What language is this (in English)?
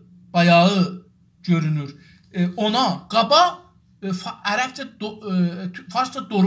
South Azerbaijani